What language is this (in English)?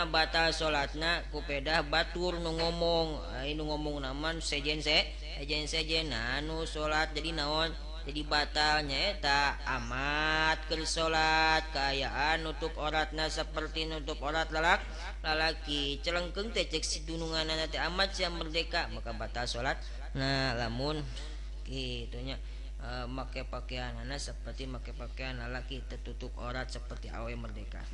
Sundanese